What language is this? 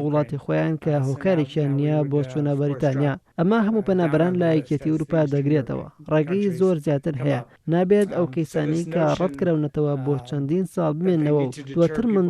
Central Kurdish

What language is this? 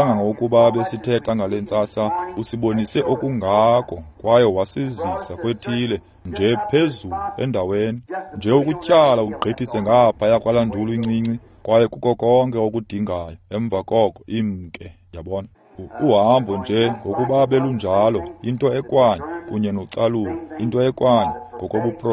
Xhosa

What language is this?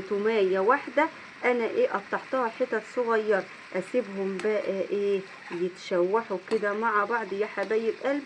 Egyptian Arabic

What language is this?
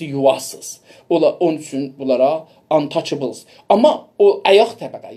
South Azerbaijani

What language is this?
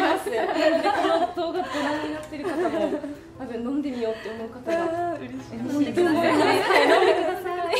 Japanese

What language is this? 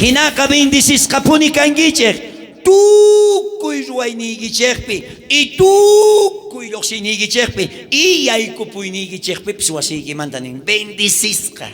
South Bolivian Quechua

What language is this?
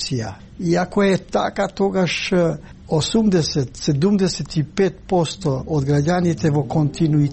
Macedonian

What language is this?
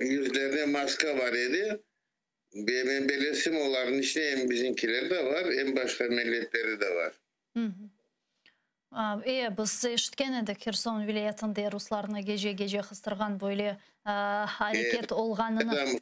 Crimean Tatar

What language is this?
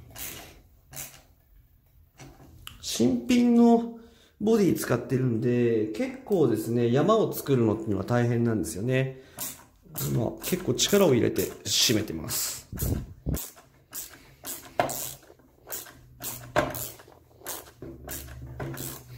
Japanese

